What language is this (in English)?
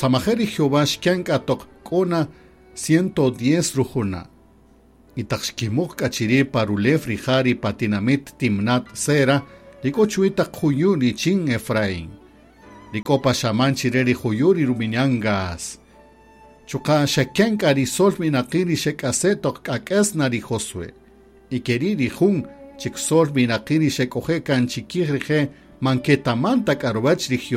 Kaqchikel